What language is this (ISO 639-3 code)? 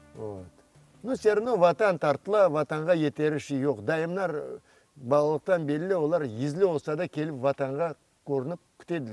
crh